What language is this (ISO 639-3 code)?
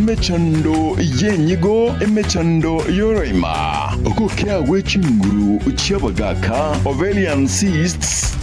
guz